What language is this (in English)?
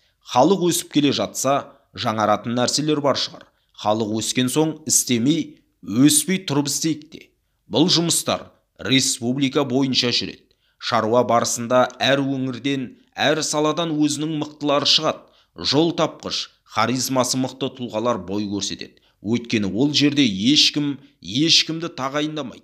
Kazakh